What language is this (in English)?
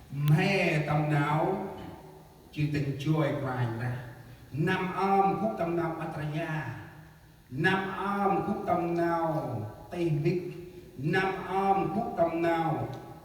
Central Mnong